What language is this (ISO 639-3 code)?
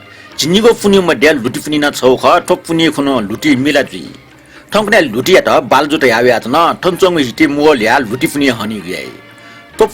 new